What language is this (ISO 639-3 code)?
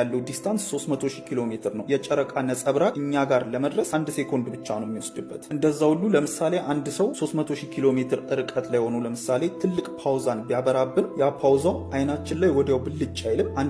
amh